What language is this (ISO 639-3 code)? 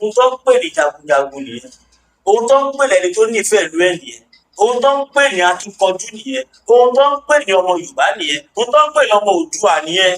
yor